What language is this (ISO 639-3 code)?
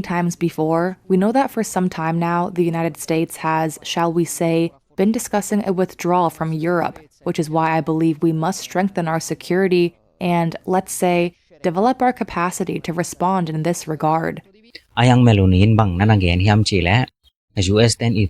ctd